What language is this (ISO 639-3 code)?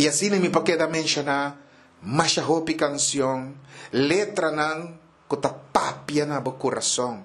pap